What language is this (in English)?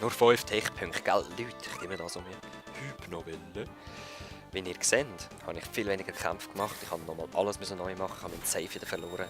Swiss German